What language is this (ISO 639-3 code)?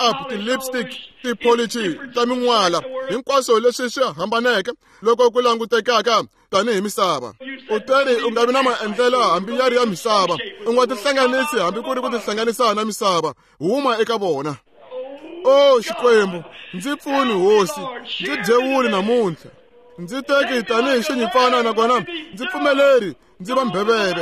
tso